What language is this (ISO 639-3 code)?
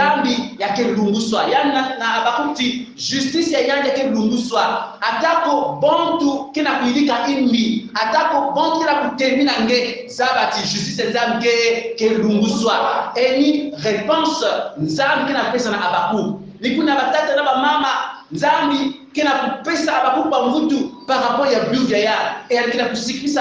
kon